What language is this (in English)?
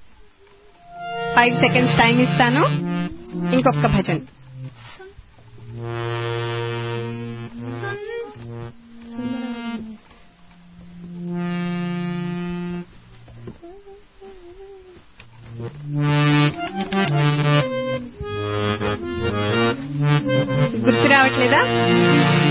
Telugu